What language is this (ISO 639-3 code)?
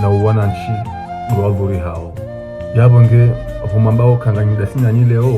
zdj